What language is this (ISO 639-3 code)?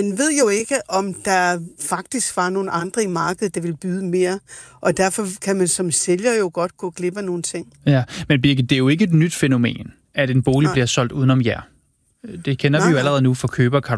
dan